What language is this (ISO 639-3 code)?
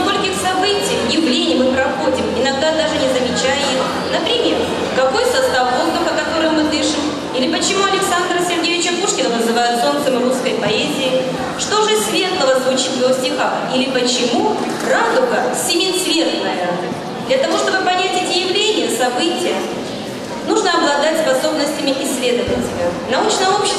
rus